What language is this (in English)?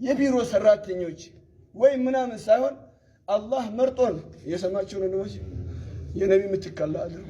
Amharic